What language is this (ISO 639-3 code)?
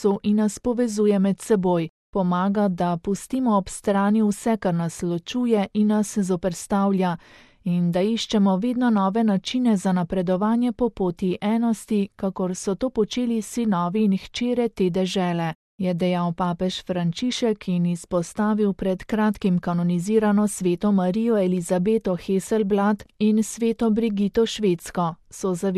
slv